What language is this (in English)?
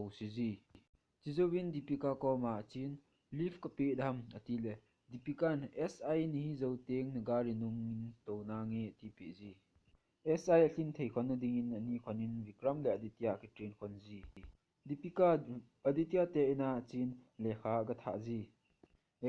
Thado Chin